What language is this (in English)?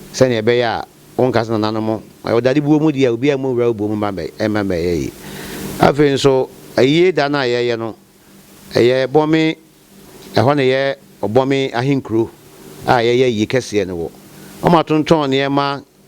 Akan